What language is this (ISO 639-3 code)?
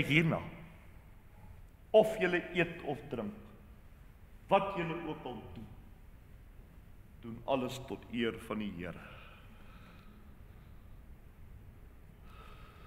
afr